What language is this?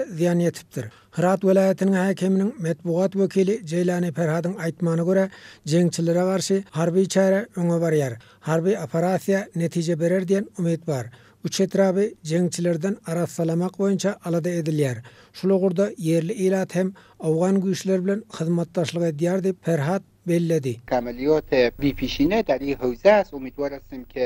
Turkmen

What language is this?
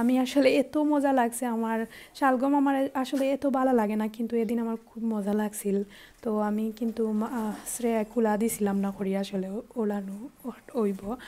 Sylheti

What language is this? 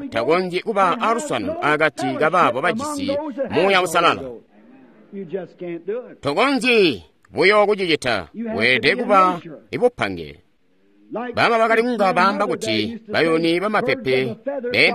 Tonga (Zambia)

